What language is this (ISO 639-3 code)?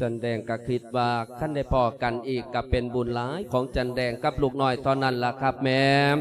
lao